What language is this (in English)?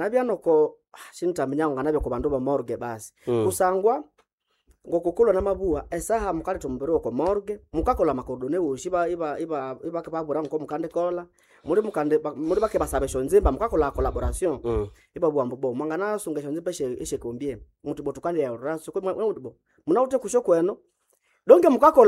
Nande